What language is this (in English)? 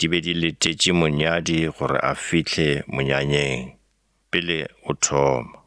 Northern Sotho